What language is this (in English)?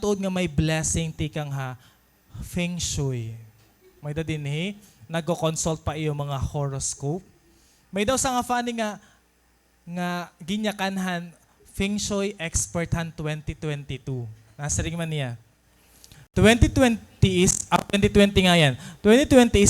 Waray